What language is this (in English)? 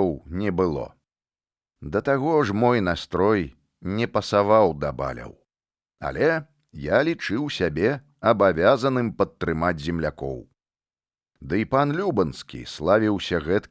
Belarusian